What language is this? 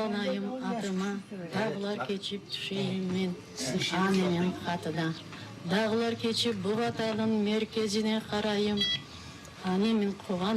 Crimean Tatar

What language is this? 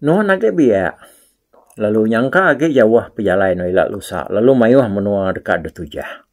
Iban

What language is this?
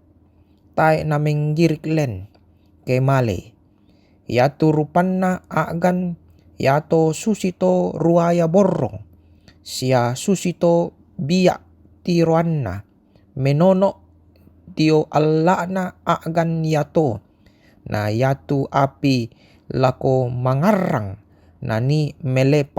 Toraja-Sa'dan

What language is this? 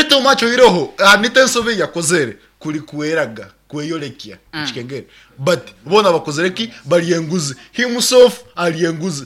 Nyankole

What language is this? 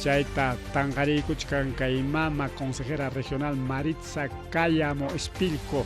Ayacucho Quechua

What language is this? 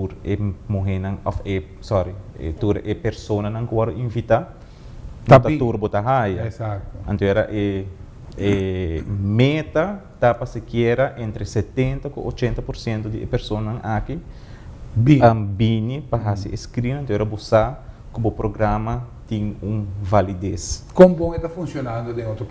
Papiamento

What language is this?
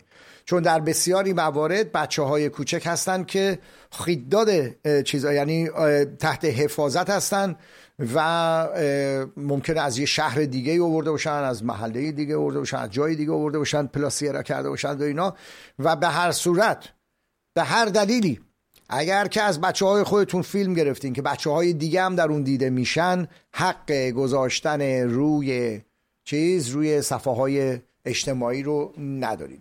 Persian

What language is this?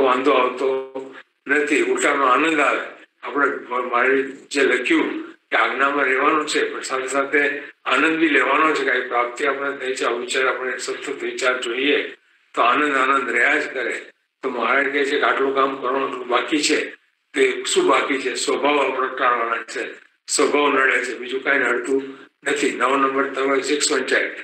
Gujarati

